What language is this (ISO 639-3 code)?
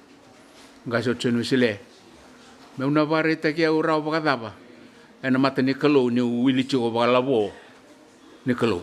fij